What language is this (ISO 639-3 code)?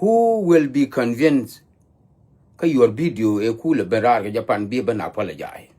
nus